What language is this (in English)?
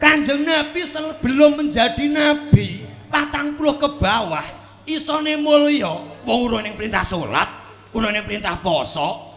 Javanese